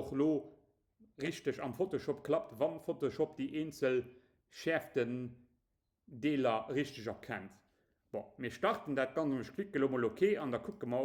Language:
Luxembourgish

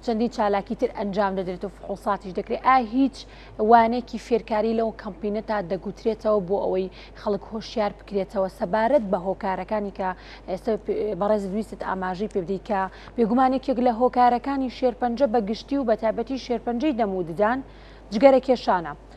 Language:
Central Kurdish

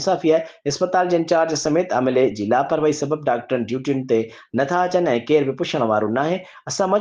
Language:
Sindhi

